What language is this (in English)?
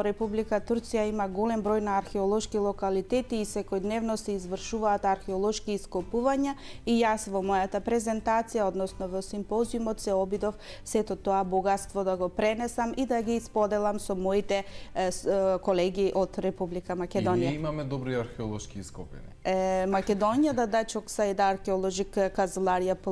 Macedonian